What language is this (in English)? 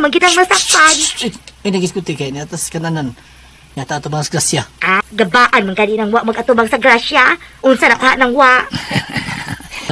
Cebuano